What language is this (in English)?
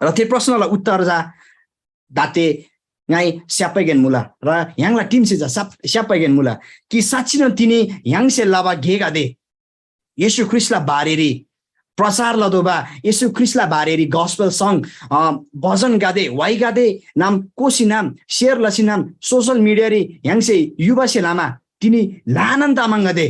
Eastern Tamang